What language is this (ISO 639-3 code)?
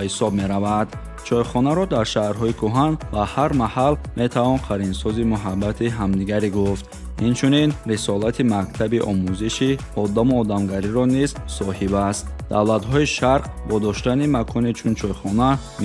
tgk